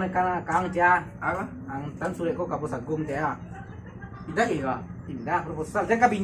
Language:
Minangkabau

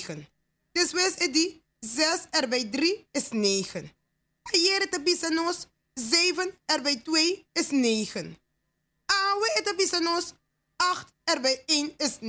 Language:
Papiamento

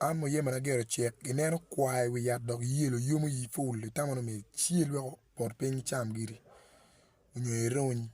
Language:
Acoli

